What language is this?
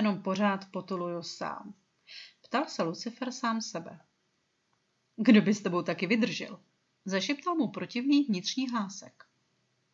Czech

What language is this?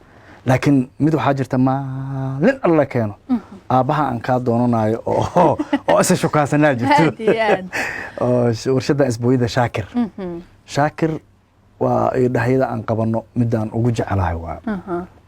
Somali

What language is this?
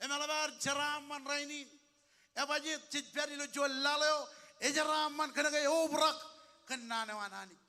Marshallese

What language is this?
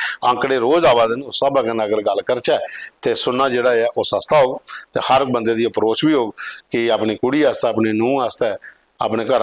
Dogri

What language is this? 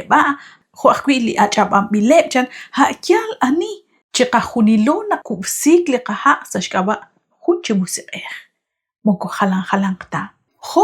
Kekchí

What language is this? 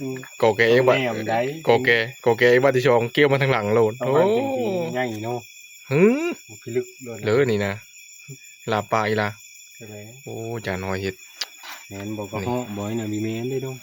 Northeastern Thai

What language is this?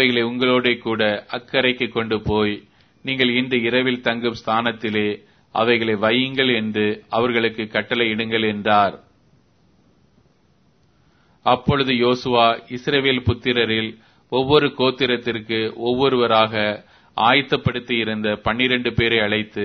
Tamil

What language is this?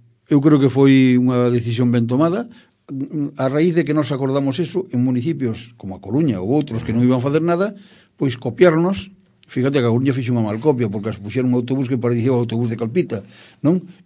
Galician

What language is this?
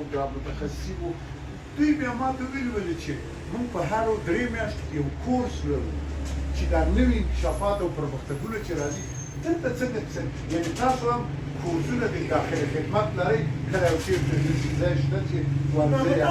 Pashto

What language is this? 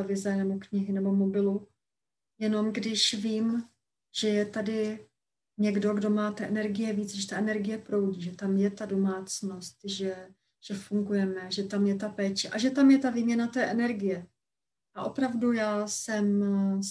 Czech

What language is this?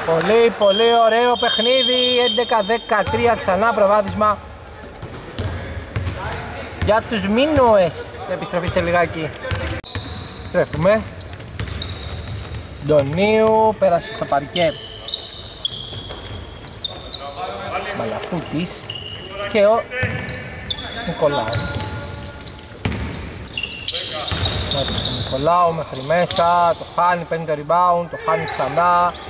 Greek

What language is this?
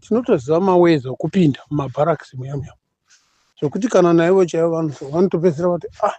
Shona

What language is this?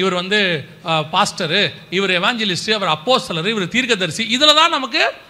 Tamil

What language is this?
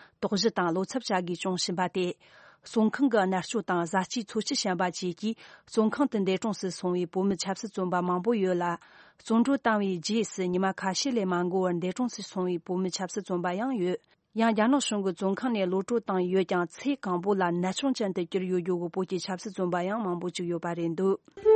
Tibetan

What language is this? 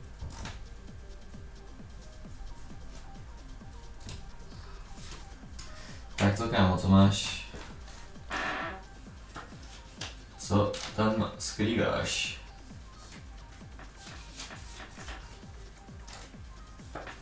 Czech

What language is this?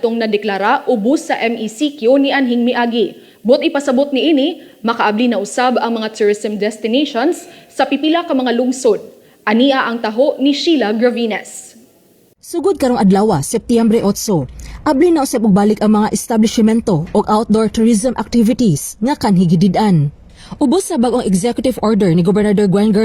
Cebuano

